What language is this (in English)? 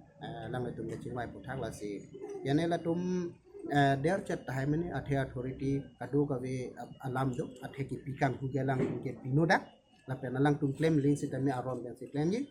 Karbi